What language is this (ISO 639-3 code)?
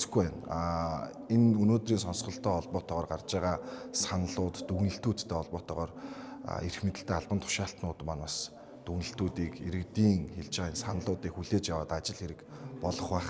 mon